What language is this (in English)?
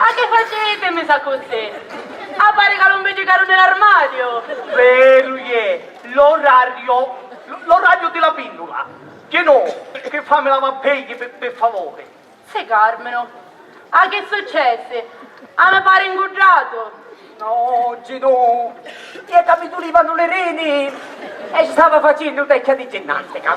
Sicilian